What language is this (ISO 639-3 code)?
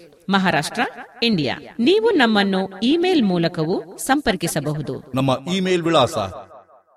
kan